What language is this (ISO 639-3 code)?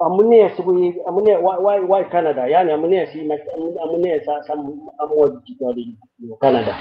kln